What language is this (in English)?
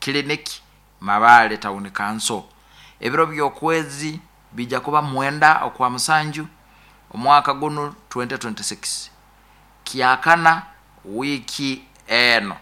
Nyoro